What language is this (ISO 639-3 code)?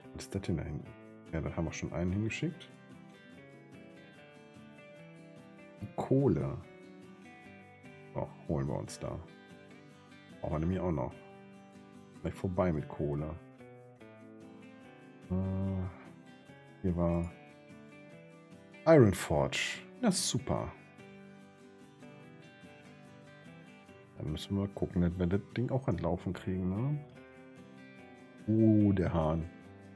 deu